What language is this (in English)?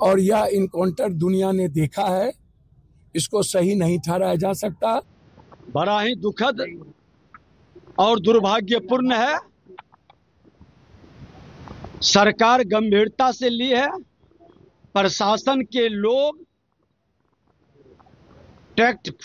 Hindi